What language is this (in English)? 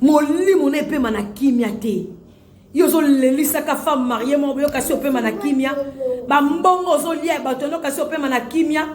Lingala